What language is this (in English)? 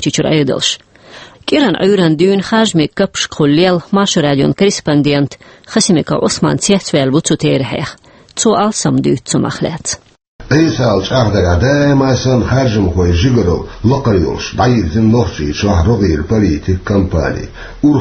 Chechen